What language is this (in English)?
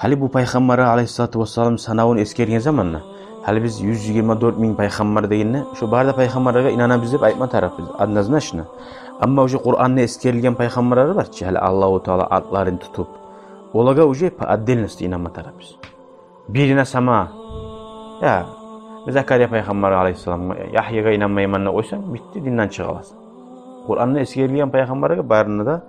Kumyk